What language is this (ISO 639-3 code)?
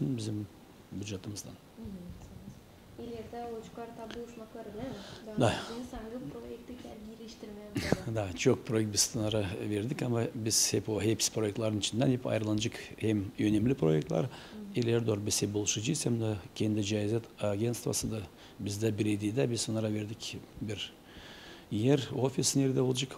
gag